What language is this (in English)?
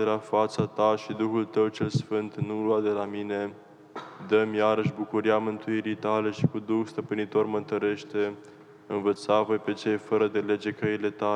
Romanian